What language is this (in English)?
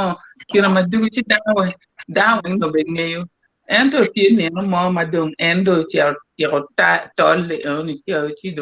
Acoli